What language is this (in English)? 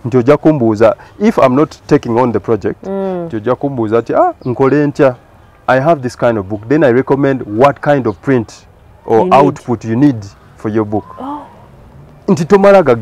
Ganda